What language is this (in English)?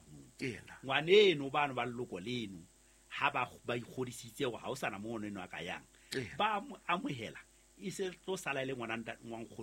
Southern Sotho